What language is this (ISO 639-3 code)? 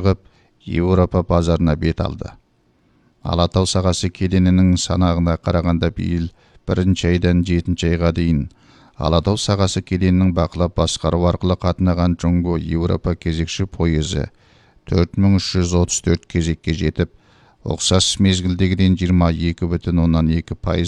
kaz